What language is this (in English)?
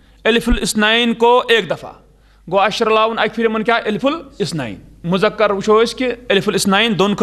Kashmiri